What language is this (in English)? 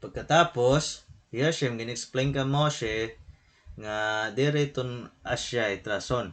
Waray